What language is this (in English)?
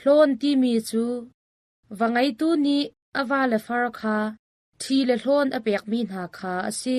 Hakha Chin